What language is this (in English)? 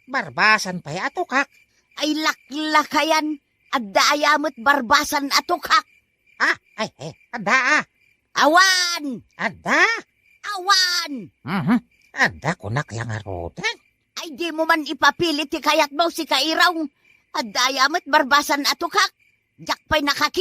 Iloko